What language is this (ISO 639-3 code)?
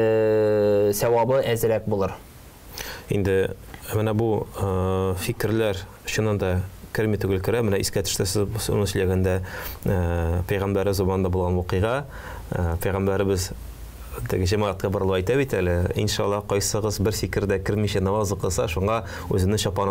tat